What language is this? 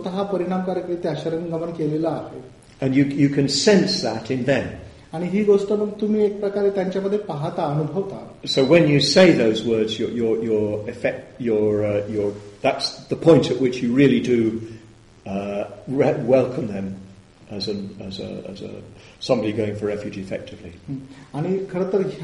Marathi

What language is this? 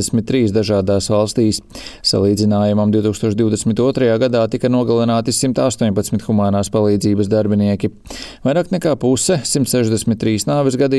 Latvian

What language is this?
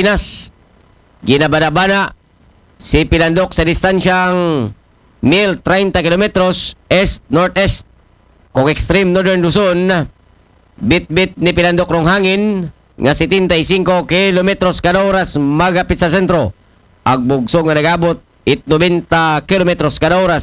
Aklanon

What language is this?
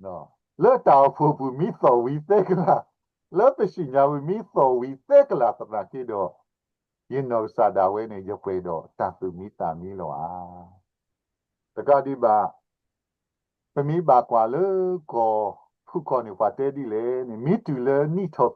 S'gaw Karen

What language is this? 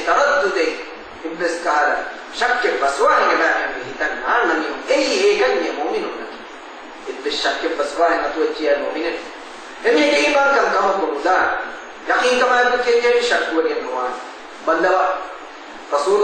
Divehi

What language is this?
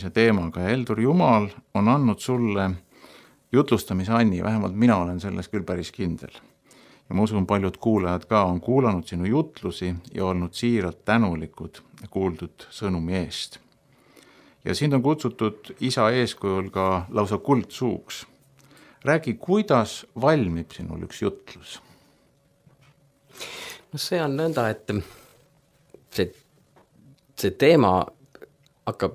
Estonian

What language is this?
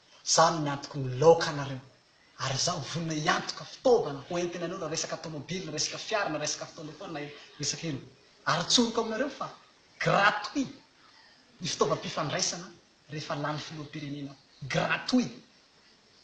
Malagasy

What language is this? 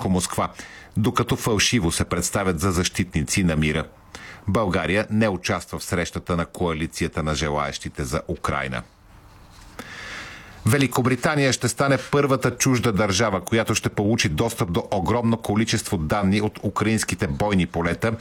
Bulgarian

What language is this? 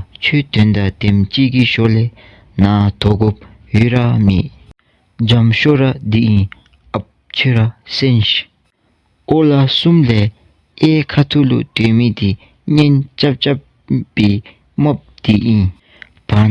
Dzongkha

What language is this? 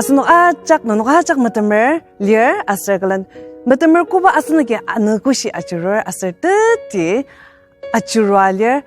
Ao Naga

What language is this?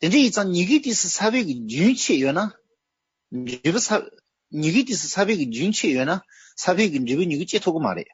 Tibetan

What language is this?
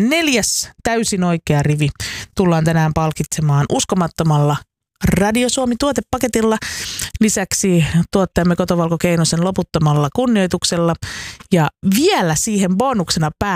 Finnish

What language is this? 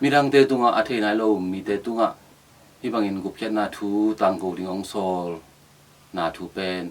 Tedim Chin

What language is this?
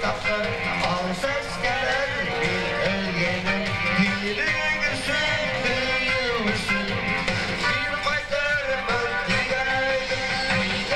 Bashkir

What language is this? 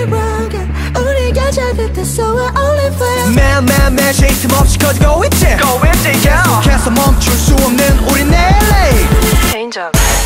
Korean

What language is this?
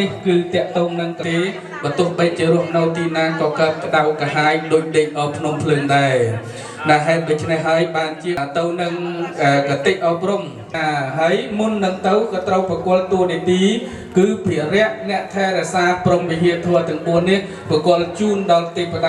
Khmer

